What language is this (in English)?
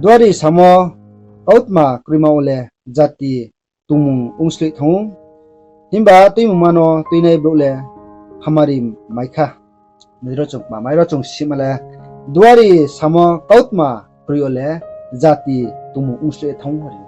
Riang (India)